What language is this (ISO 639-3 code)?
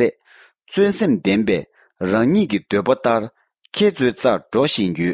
bod